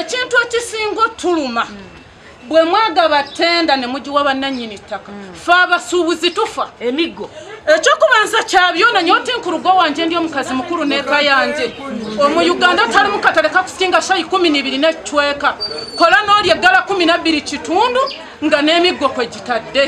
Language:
Nyankole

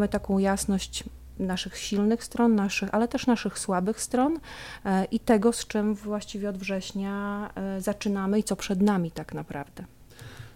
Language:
Polish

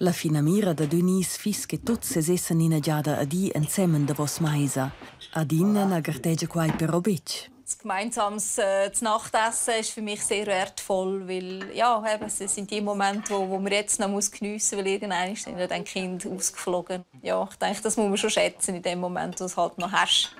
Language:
Romansh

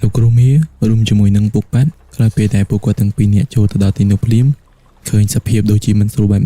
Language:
Khmer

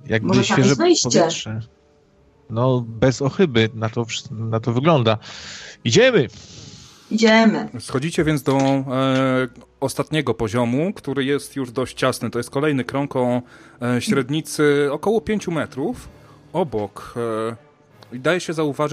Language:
Polish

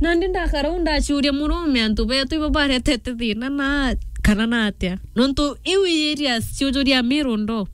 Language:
Meru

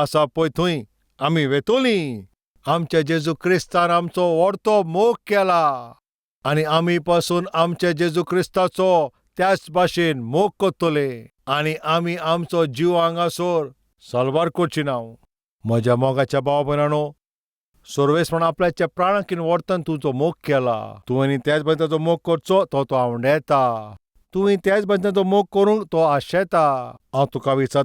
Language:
Konkani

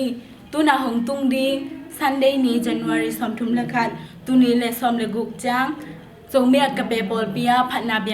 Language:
Tedim Chin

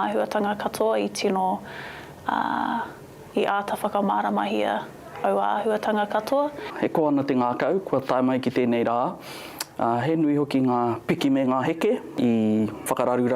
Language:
Māori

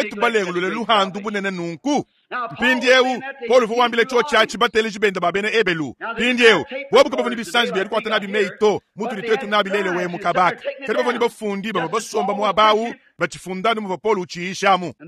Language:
Luba-Lulua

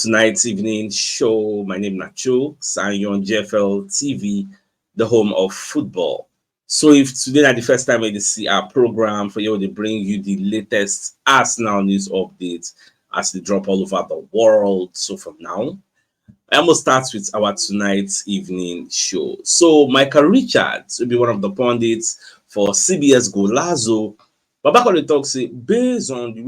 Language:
Nigerian Pidgin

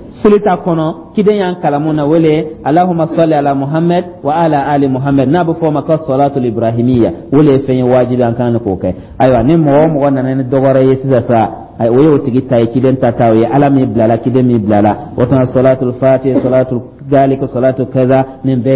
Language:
Dyula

